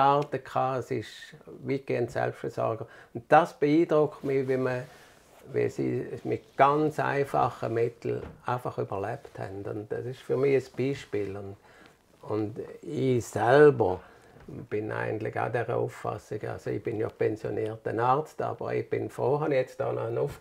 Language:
Swiss German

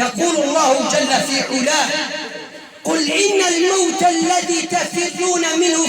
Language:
Kurdish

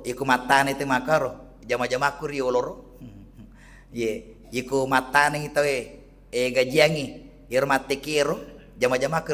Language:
Buginese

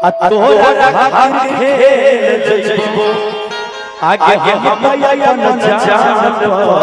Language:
Maithili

